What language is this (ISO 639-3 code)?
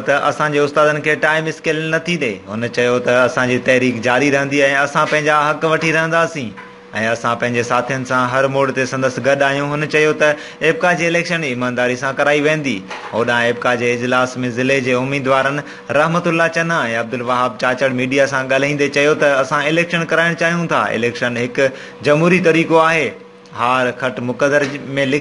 snd